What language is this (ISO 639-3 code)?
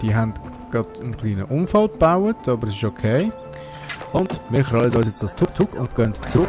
gsw